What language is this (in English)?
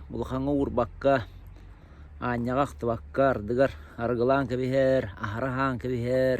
Yakut